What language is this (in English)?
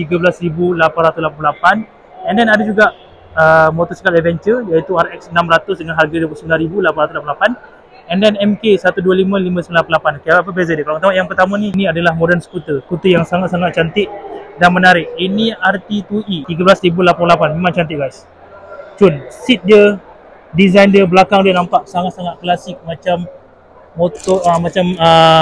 Malay